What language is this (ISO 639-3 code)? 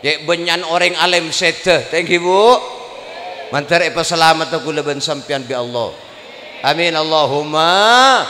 mad